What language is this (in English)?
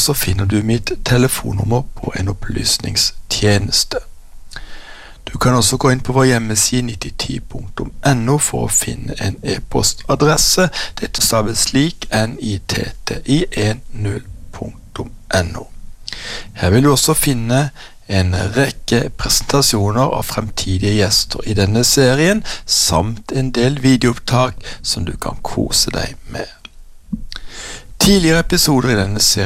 Norwegian